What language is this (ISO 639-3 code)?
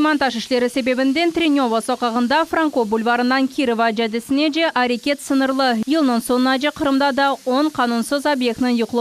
crh